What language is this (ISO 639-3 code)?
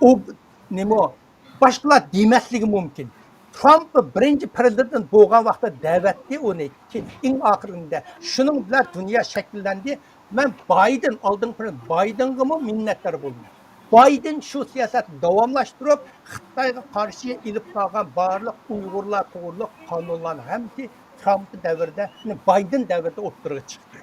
uig